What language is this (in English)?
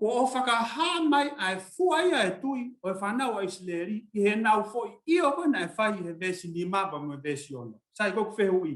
Tongan